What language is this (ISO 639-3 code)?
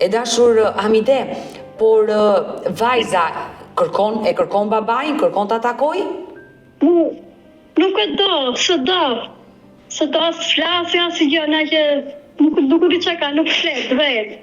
sqi